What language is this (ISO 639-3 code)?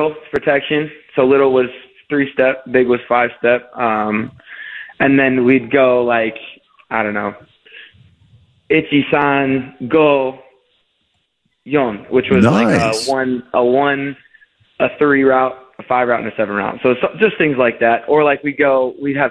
eng